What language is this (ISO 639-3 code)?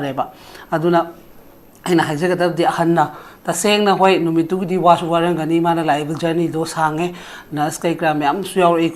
mni